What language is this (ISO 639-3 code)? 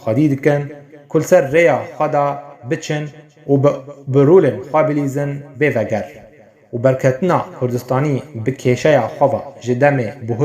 kur